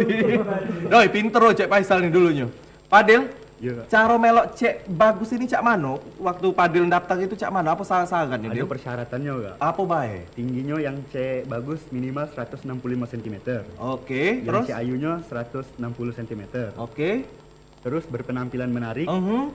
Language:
Musi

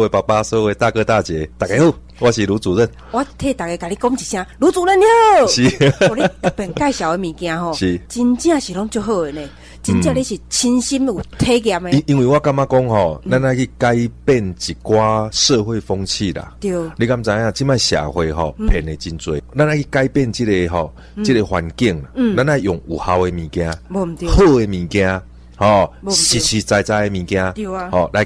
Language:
Min Nan Chinese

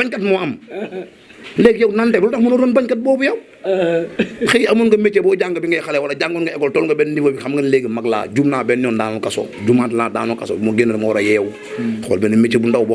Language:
Wolof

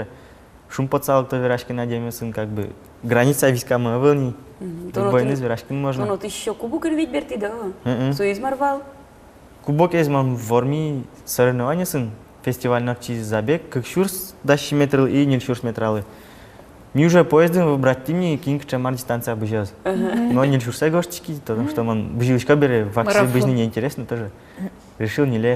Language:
Udmurt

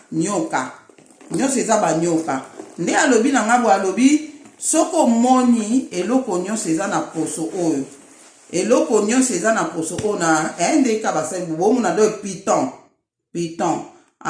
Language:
Lingala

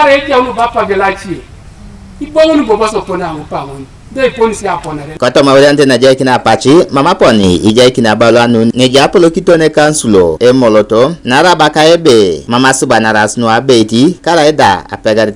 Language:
Teso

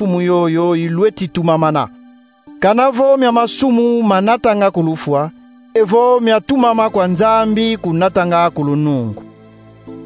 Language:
Kongo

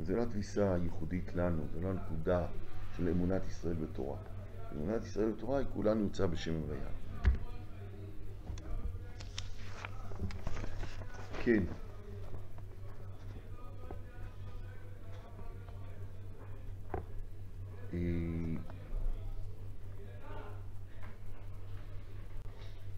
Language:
Hebrew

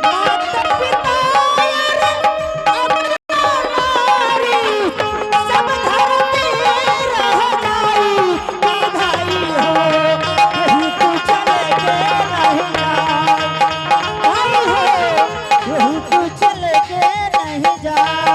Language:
Angika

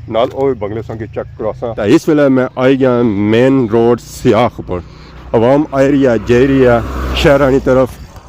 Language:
Pahari-Potwari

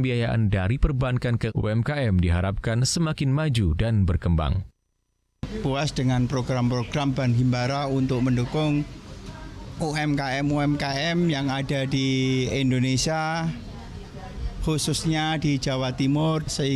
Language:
Indonesian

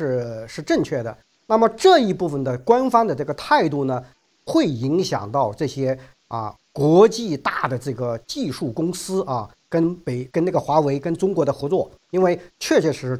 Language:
Chinese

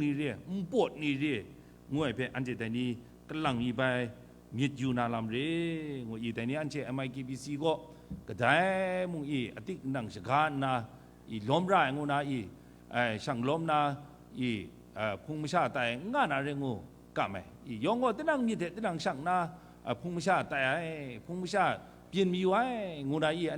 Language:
Kachin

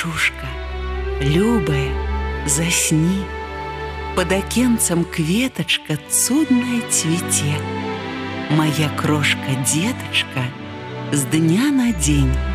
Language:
Belarusian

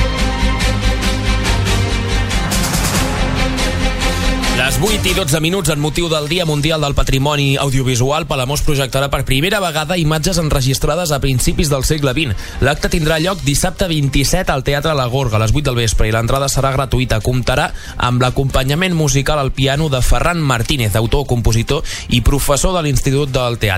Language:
Catalan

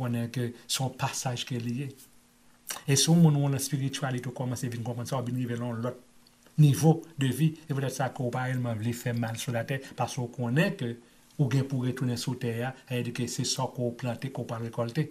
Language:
Haitian Creole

